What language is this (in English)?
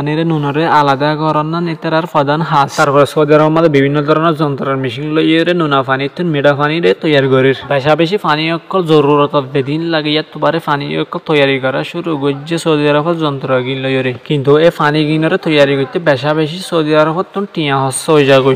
Rohingya